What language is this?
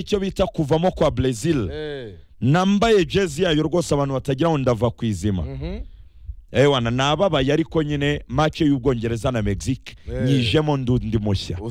Kinyarwanda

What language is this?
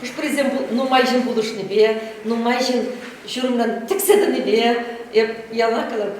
Chuvash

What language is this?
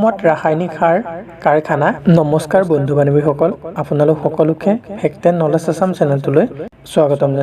Assamese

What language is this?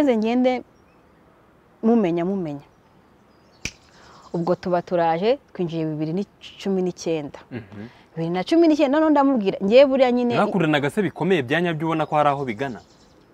Kinyarwanda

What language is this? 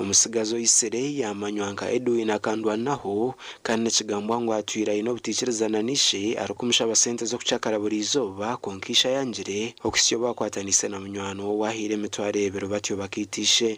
Nyankole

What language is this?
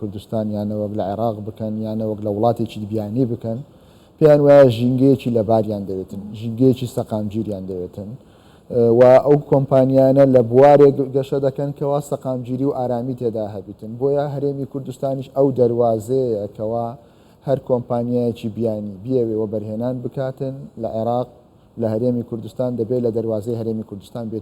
Central Kurdish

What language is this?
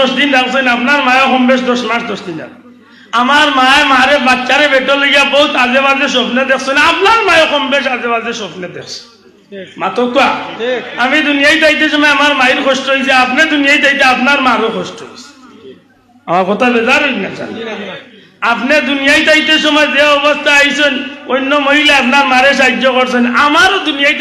Sylheti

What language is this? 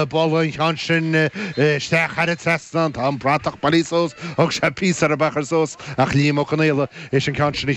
Irish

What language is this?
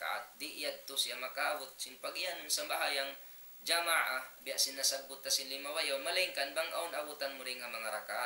Tausug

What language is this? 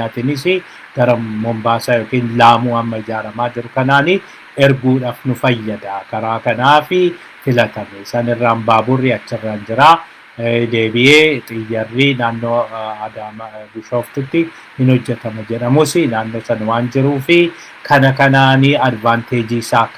Oromo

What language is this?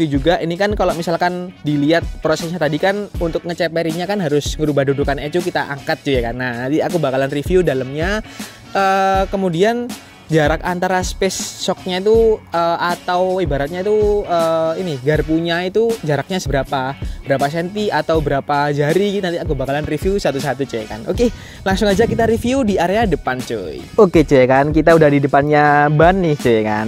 Indonesian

